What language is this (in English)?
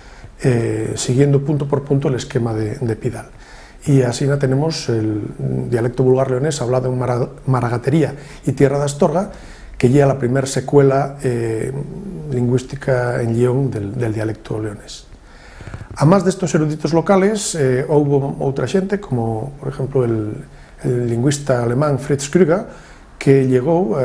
Asturian